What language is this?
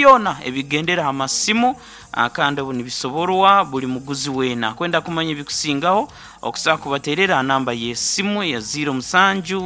Nyoro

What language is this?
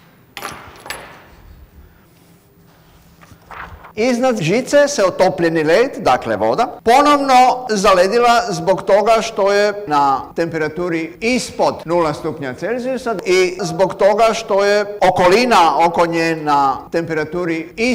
Croatian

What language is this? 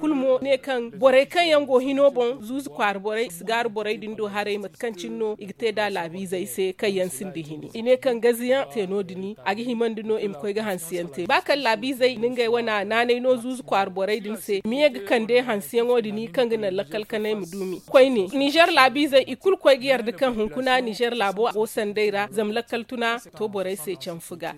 Zarma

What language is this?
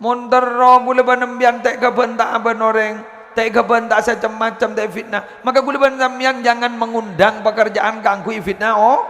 Madurese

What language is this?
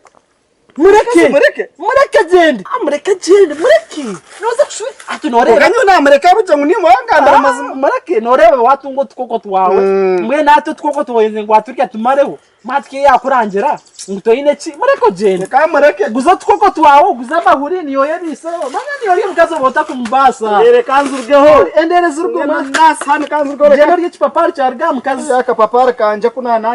Nyankole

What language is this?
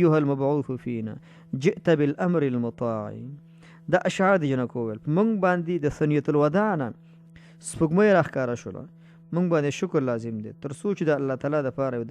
Pashto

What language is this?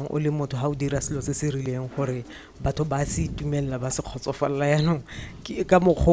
Tswana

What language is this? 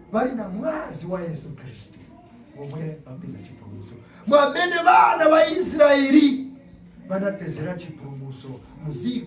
Nyanja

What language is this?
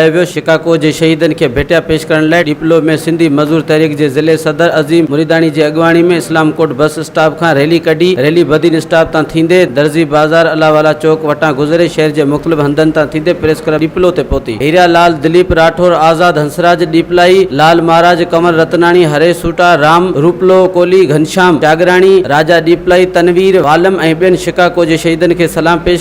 Sindhi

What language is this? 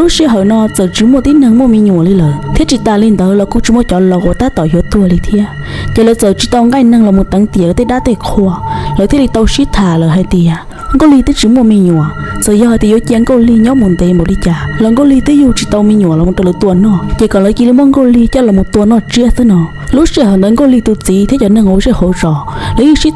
Hmong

